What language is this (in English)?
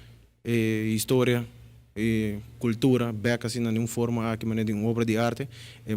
Papiamento